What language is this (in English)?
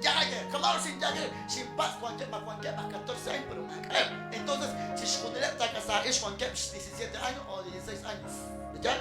Kekchí